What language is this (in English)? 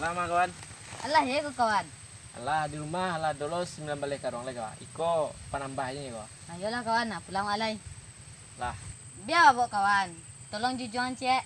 Minangkabau